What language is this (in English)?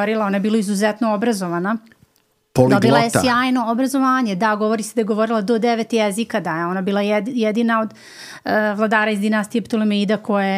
Serbian